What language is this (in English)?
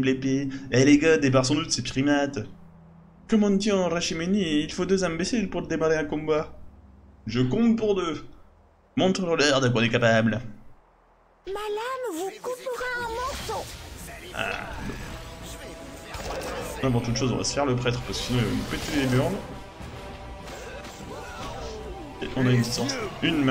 French